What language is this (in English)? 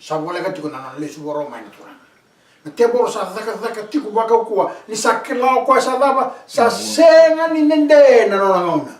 Fijian